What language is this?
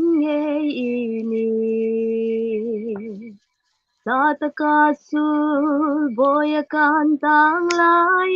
Hmar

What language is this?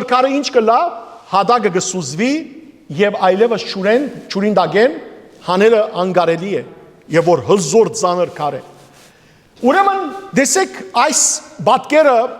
Western Armenian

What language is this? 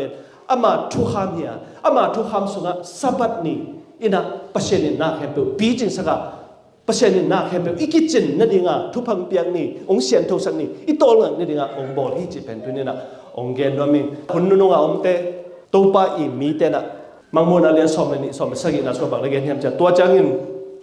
Tedim Chin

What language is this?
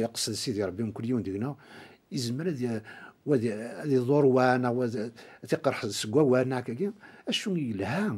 Kabyle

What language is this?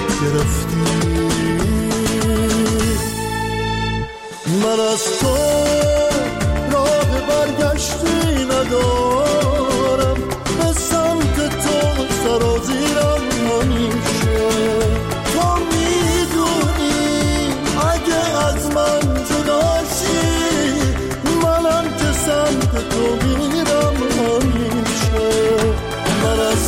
Persian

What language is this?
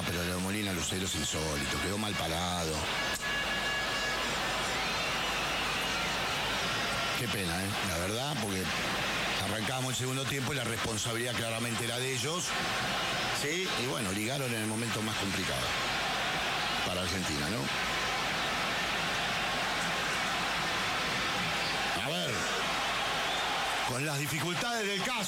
Spanish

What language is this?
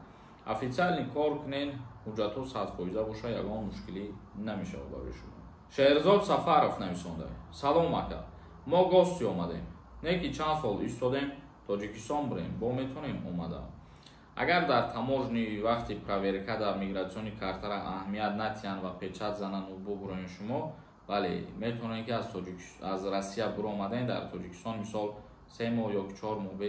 Tajik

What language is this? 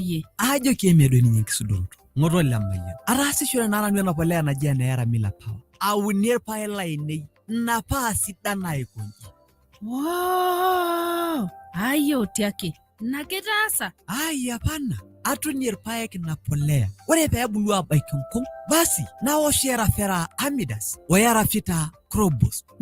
Masai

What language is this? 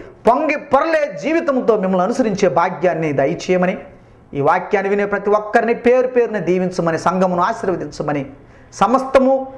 Telugu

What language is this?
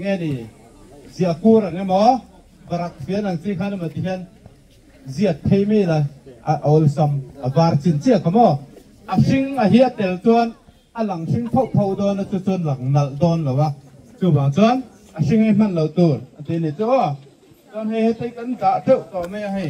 Mizo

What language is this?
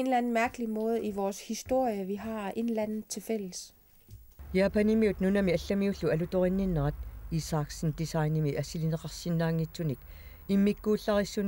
Kalaallisut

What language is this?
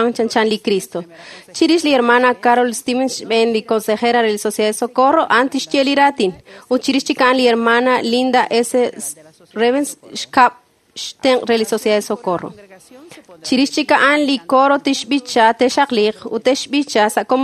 Kekchí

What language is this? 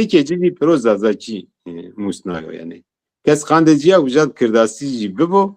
Zaza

